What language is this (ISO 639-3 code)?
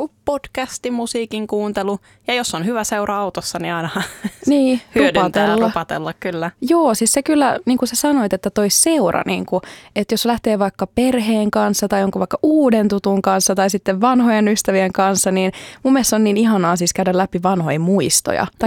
fin